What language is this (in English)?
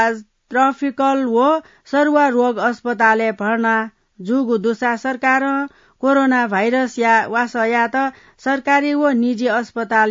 Newari